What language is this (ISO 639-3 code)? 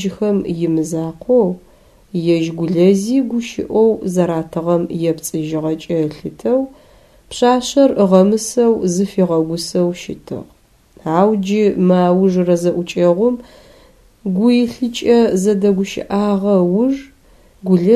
ady